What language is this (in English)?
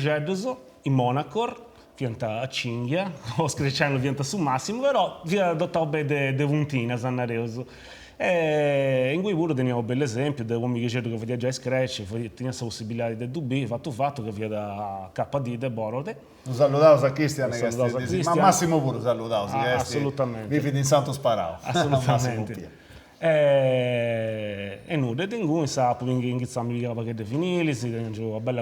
Sardinian